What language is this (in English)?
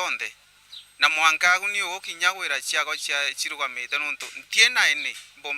Meru